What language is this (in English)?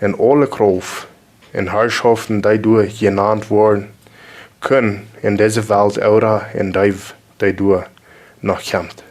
Plautdietsch